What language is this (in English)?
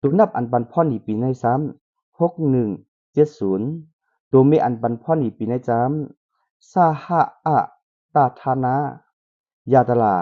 Shan